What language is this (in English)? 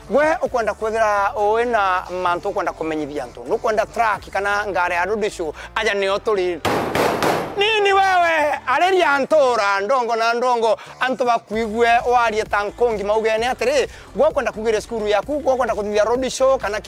Meru